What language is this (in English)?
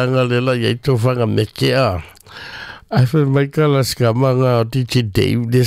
Samoan